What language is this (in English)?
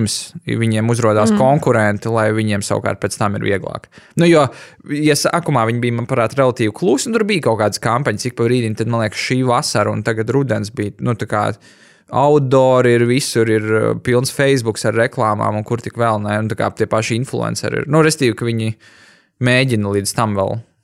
Latvian